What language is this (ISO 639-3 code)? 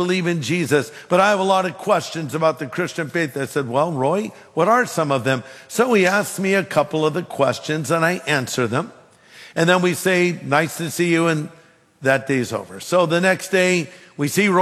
eng